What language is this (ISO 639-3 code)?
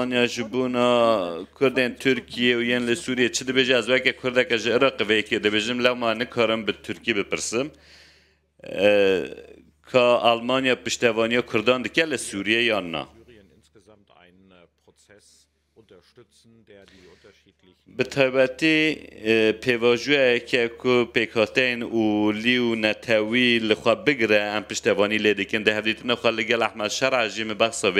kur